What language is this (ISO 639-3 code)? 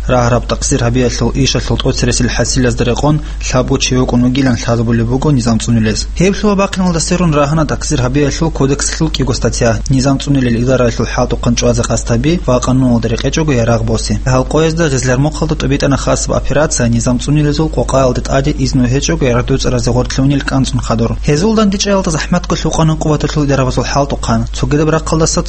ava